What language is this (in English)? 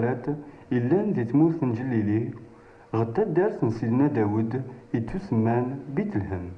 Kabyle